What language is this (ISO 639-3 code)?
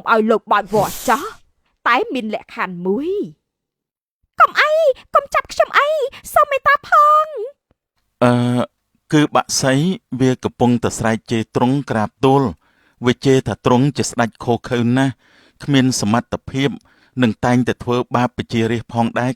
khm